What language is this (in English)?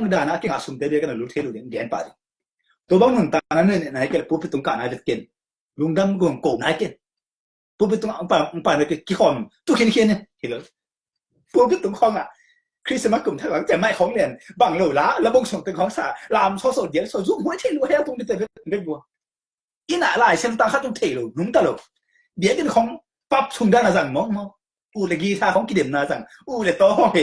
Tedim Chin